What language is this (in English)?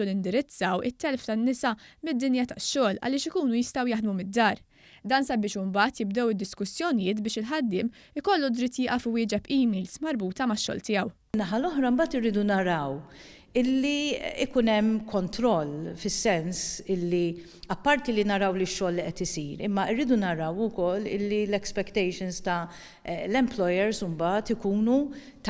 Maltese